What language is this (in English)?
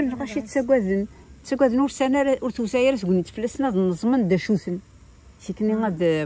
Kabyle